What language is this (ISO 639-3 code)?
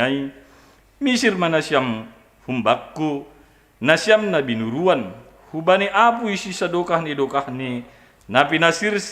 bts